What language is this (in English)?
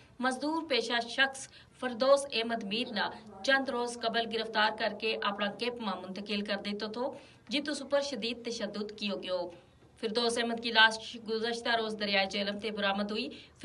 Gujari